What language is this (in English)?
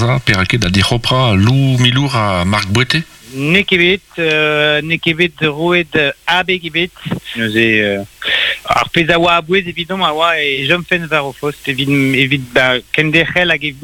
Breton